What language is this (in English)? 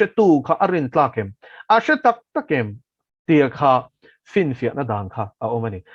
Mizo